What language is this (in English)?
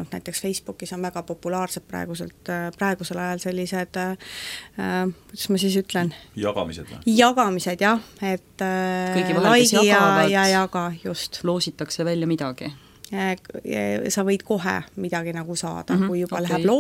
Estonian